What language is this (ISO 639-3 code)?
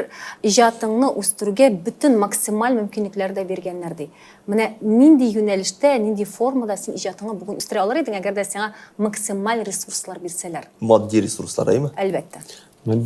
tat